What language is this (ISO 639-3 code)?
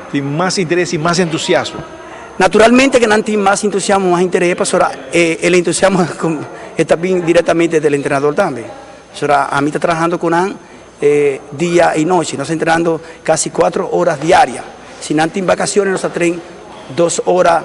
pap